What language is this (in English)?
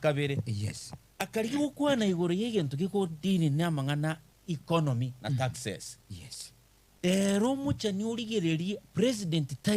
Gusii